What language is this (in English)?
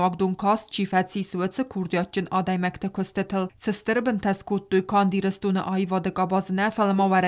Ossetic